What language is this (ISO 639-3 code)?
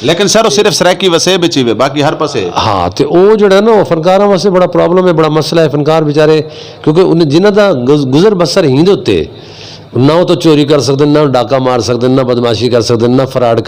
skr